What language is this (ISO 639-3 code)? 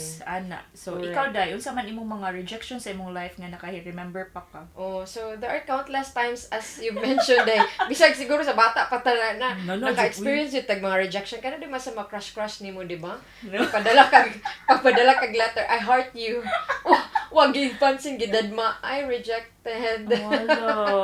ceb